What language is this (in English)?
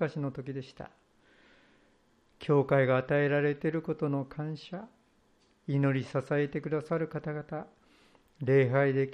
Japanese